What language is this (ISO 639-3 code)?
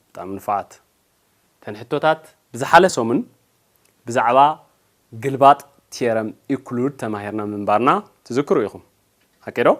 tir